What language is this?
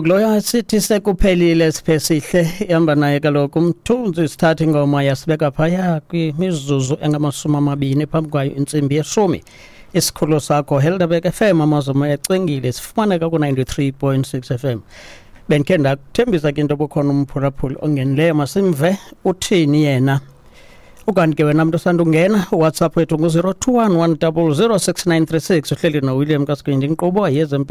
Xhosa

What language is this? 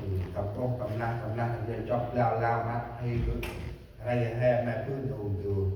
Central Mnong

